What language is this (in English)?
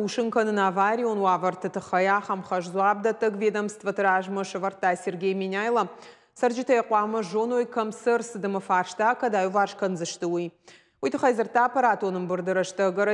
Ossetic